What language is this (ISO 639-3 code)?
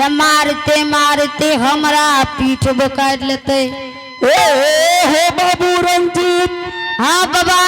anp